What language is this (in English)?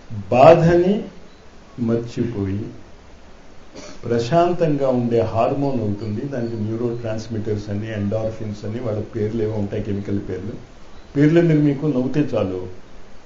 Telugu